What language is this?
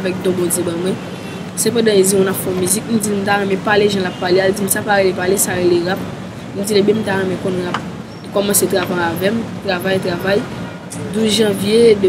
Haitian Creole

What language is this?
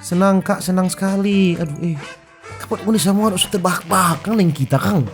Manado Malay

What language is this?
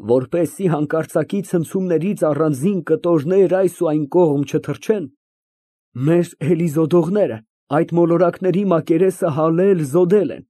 Armenian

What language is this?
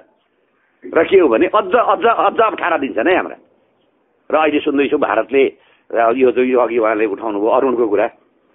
Nepali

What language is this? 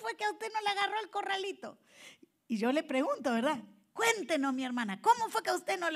Spanish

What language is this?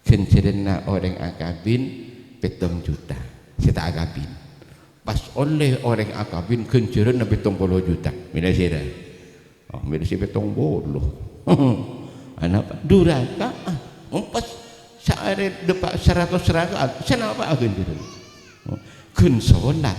Madurese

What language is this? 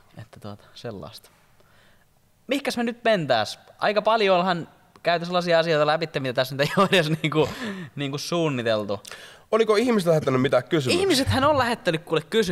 Finnish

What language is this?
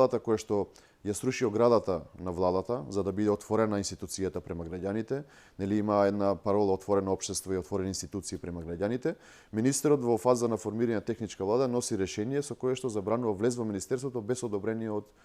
Macedonian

